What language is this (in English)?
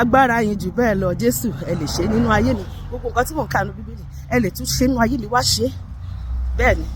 Yoruba